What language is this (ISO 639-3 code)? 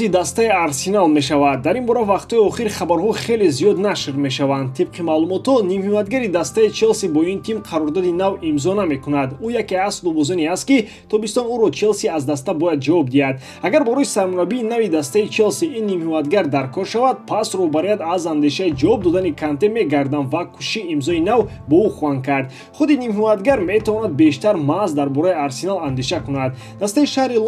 tgk